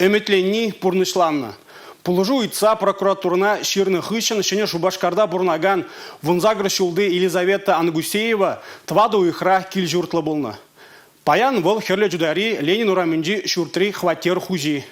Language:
Chuvash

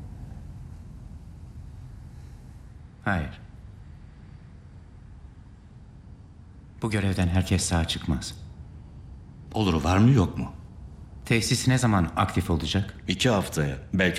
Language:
Turkish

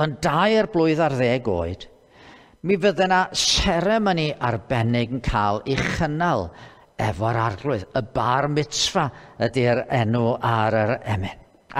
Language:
Welsh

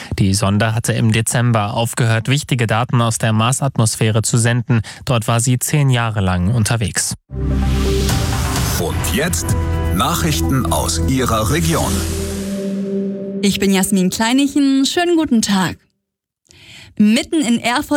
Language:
German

